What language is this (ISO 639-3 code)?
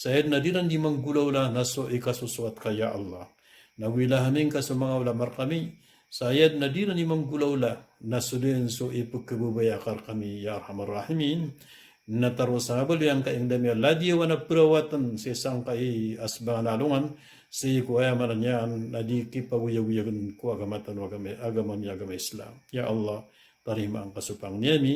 mrw